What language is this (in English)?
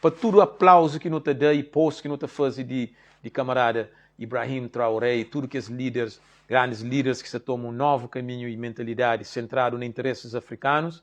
Kabuverdianu